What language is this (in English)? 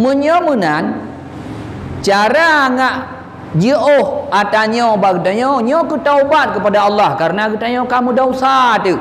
Achinese